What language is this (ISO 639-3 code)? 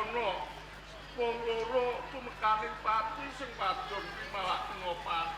jav